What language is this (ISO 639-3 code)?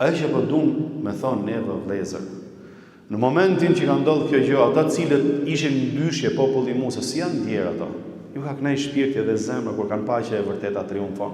sqi